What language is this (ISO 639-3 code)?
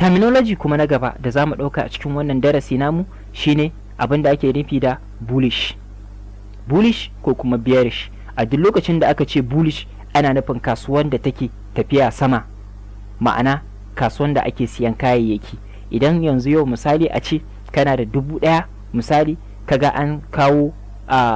hau